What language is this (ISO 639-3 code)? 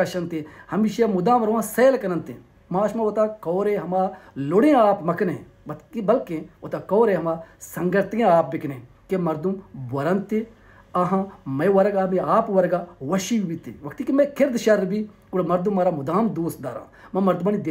bal